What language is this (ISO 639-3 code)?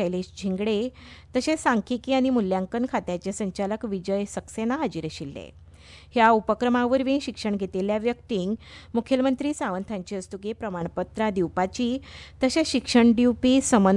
kok